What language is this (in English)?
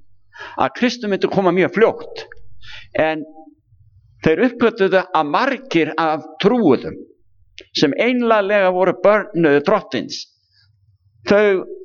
Icelandic